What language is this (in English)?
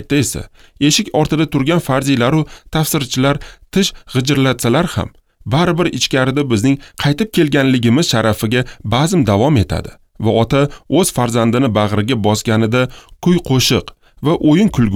Uzbek